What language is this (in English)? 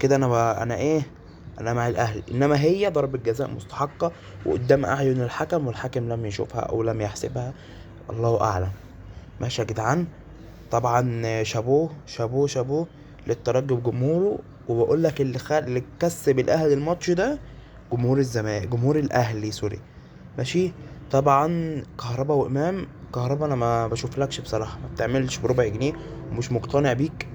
Egyptian Arabic